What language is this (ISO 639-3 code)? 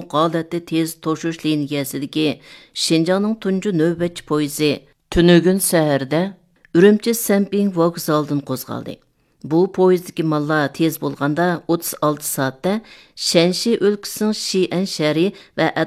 uig